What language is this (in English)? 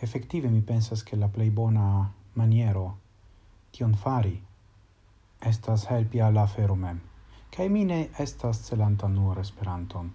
Esperanto